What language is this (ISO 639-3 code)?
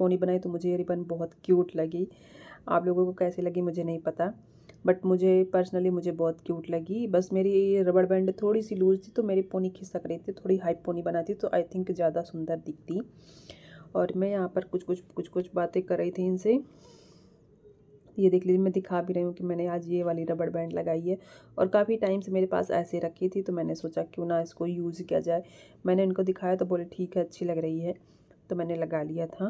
hin